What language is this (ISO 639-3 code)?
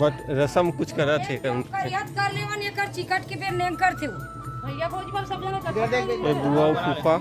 hne